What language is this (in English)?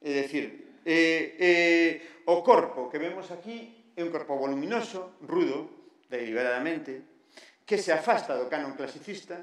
Galician